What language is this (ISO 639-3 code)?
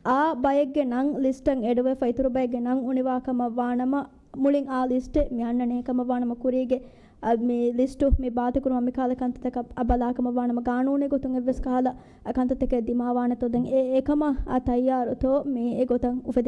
div